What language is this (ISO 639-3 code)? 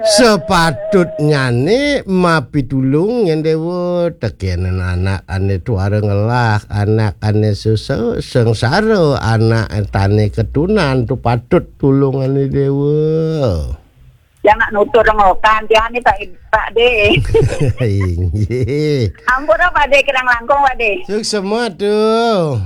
ban